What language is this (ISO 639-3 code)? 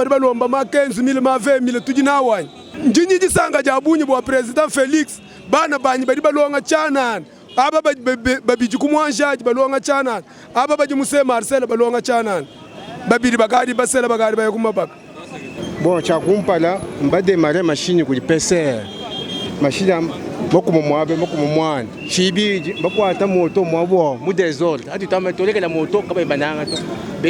lua